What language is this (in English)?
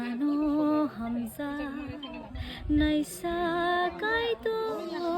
Kok Borok